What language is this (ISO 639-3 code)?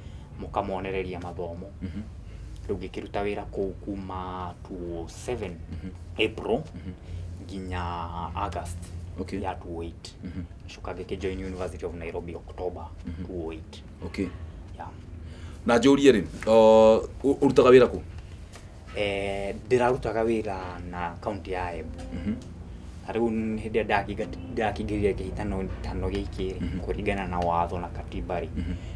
kik